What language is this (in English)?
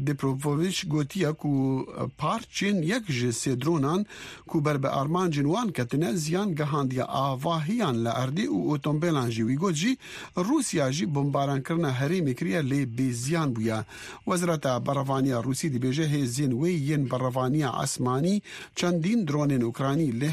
Kurdish